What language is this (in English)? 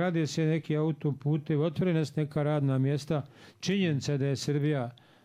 Bosnian